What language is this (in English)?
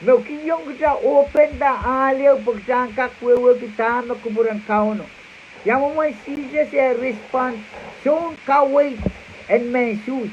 Pohnpeian